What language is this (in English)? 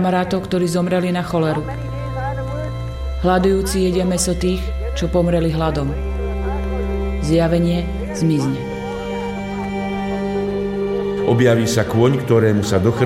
Slovak